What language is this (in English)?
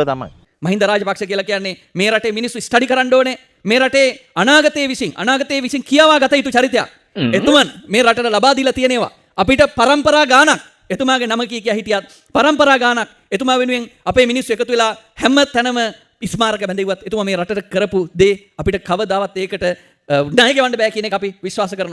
Sinhala